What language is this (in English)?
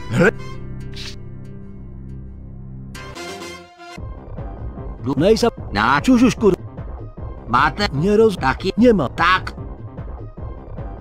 Czech